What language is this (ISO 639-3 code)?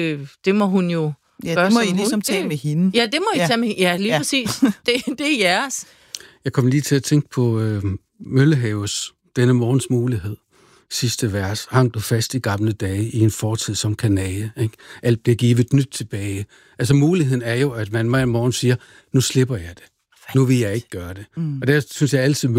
dan